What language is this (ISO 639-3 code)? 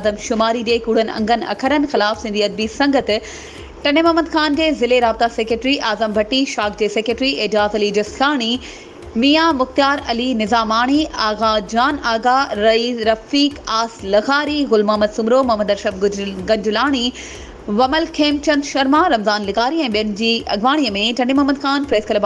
snd